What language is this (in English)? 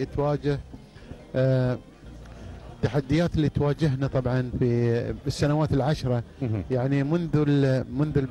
Gulf Arabic